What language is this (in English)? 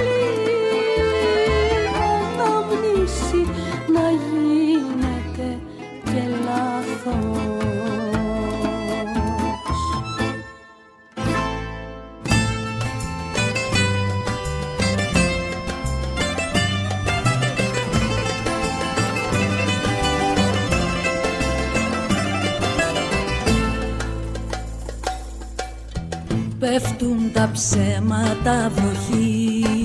Greek